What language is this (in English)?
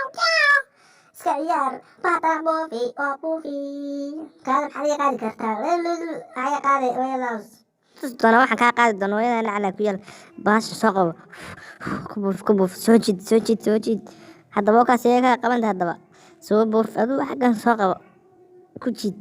Somali